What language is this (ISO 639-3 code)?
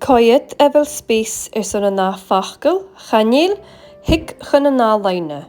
gla